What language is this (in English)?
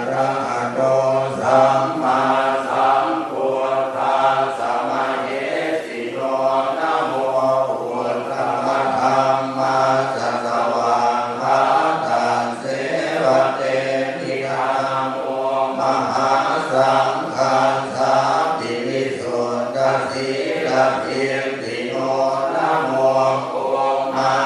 Pali